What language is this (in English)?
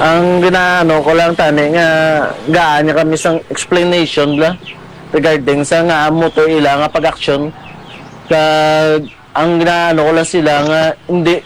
Hiligaynon